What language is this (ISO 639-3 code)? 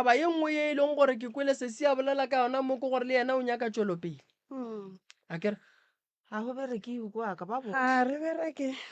nso